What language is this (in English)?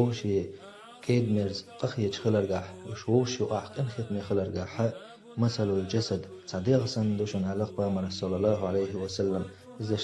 Chechen